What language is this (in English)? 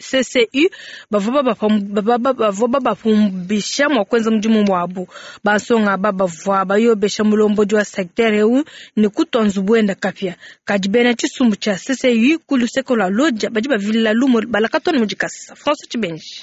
Luba-Lulua